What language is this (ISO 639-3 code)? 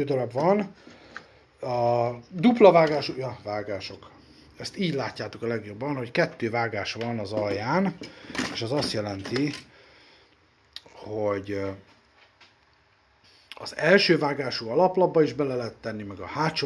hun